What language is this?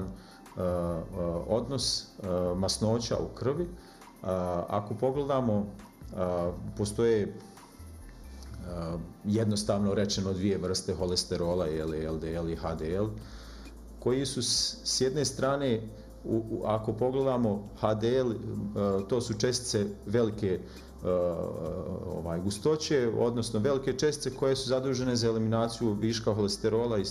Bosnian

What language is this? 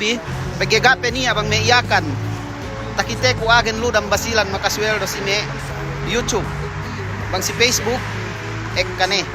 Yakan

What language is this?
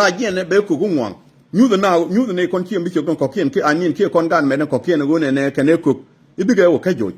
Nuer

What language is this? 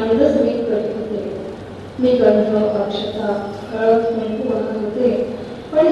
Marathi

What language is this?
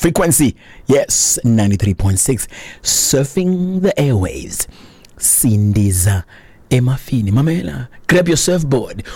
Xhosa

